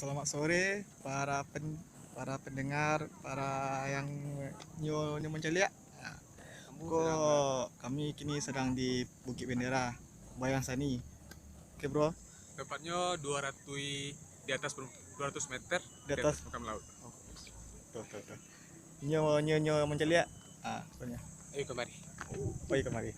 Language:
Minangkabau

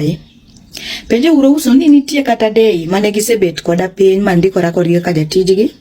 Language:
Luo (Kenya and Tanzania)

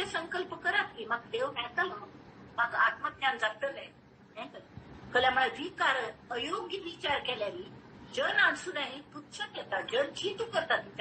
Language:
Konkani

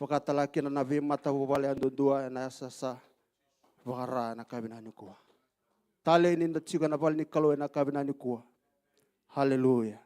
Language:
Fijian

